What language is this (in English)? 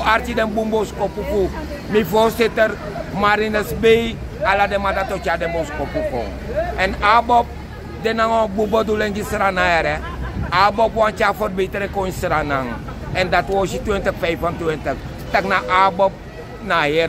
Sranan Tongo